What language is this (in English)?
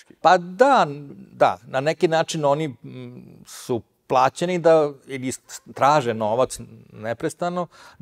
Serbian